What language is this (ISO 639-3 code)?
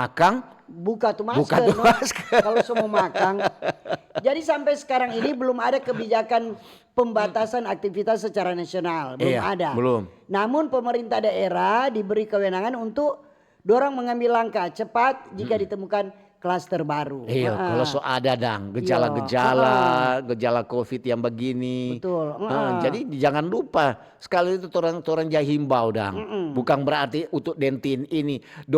xmm